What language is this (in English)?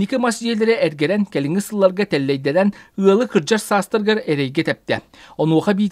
Yakut